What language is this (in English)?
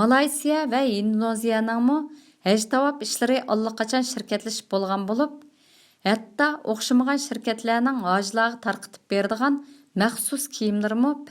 Uyghur